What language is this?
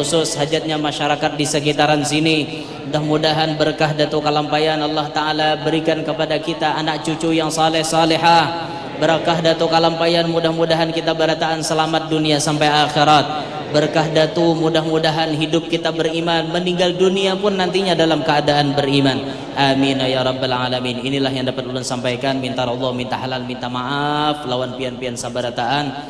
Banjar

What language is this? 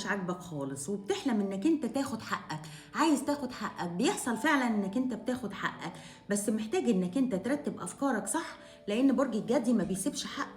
Egyptian Arabic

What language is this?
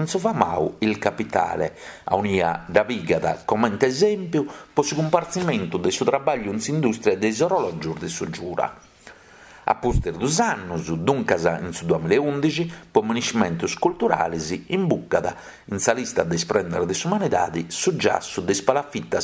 Sardinian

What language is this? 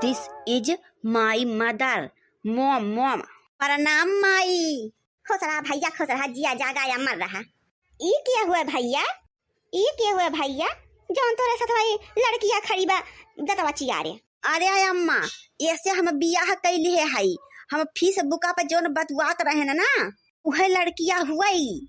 Awadhi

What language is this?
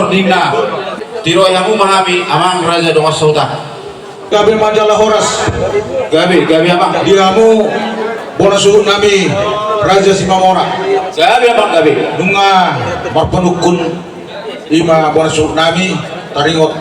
Batak Toba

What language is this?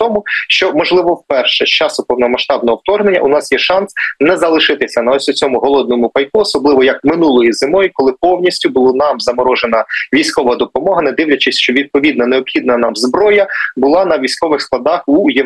Ukrainian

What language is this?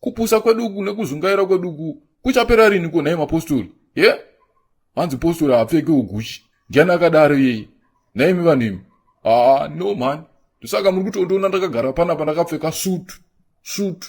Shona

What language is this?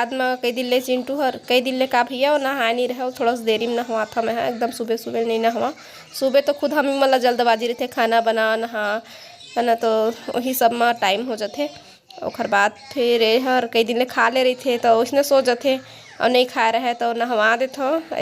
Chhattisgarhi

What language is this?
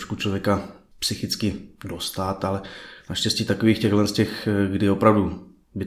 Czech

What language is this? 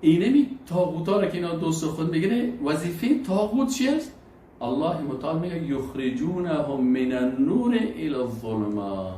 Persian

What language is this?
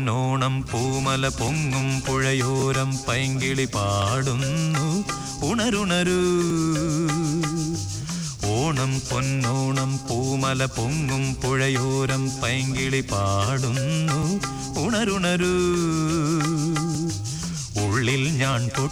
Malayalam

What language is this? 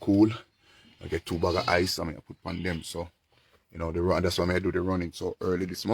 Jamaican Creole English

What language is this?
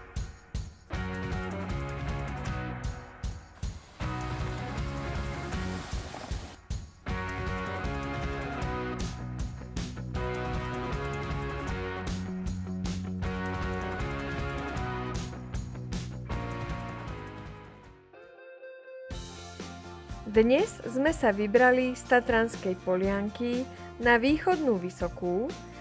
Slovak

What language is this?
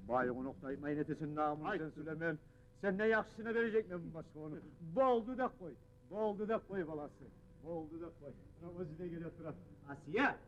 Kumyk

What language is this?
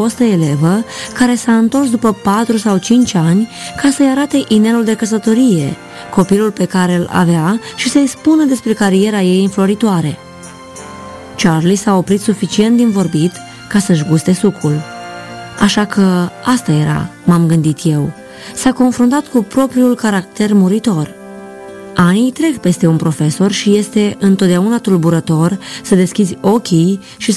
Romanian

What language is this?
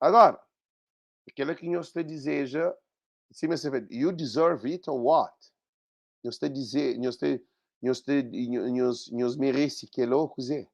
Kabuverdianu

